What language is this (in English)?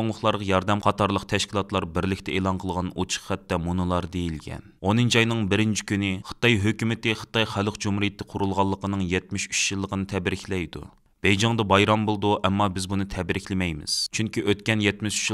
Uyghur